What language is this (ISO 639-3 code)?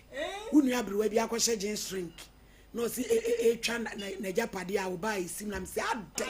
aka